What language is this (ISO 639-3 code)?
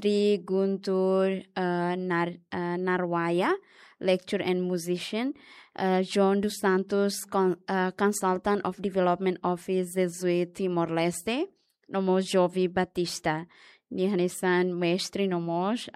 tet